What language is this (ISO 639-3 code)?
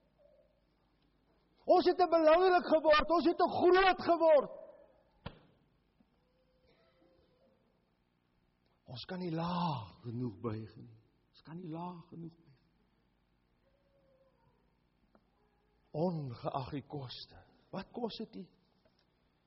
afr